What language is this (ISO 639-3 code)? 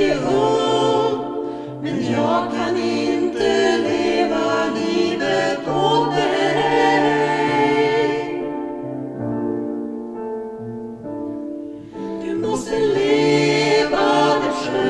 swe